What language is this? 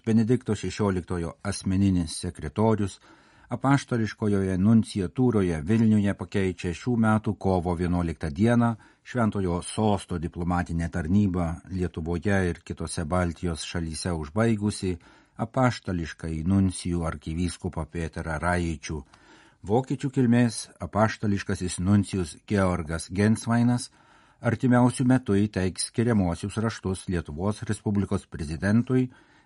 Lithuanian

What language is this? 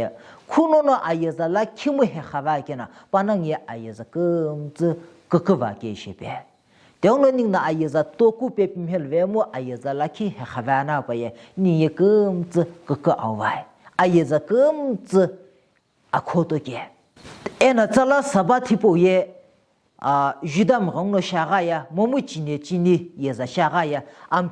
Sumi Naga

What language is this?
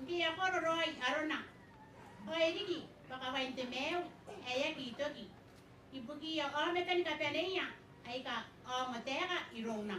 Gilbertese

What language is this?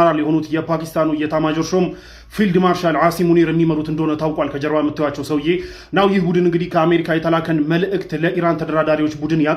Amharic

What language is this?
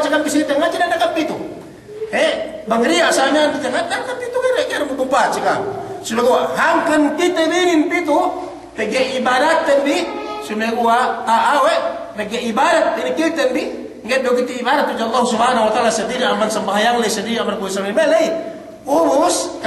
Yakan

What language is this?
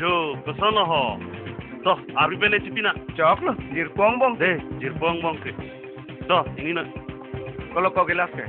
Karbi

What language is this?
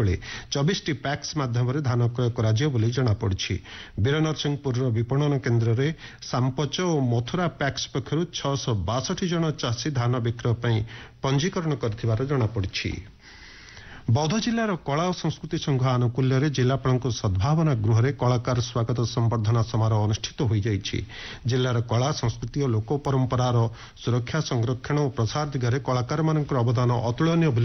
Odia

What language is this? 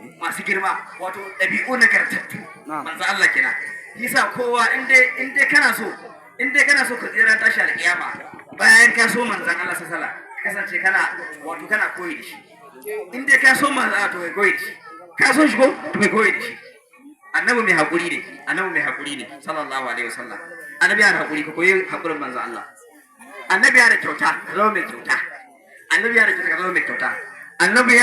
Hausa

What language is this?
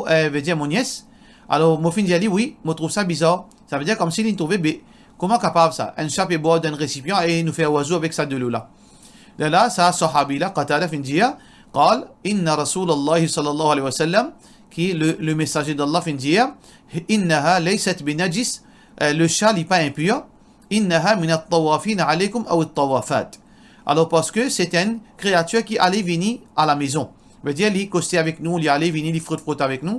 Morisyen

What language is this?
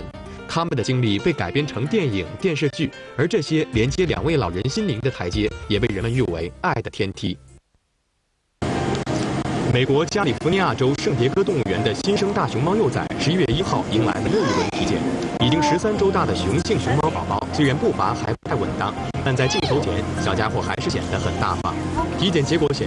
Chinese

